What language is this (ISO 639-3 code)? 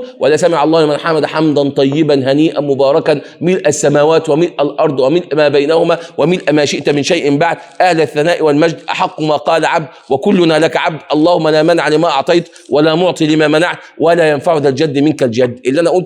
arz